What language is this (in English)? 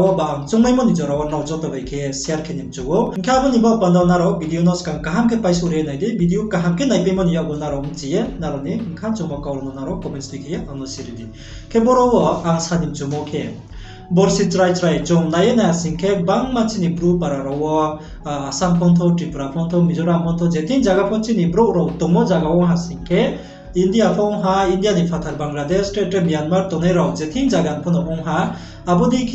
Riang (India)